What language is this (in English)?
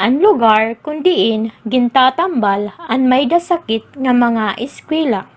Waray